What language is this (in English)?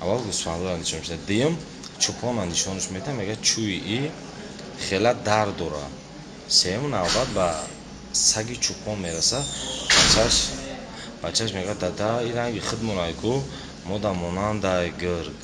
Tajik